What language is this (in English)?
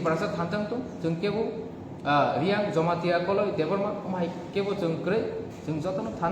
Kok Borok